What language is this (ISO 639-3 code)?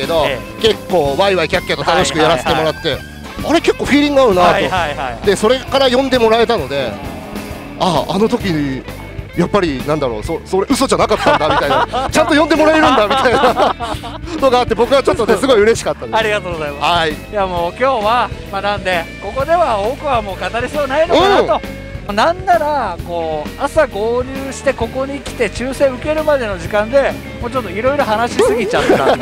jpn